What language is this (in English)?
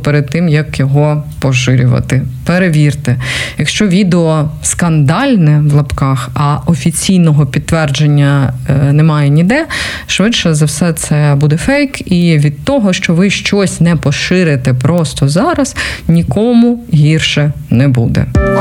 Ukrainian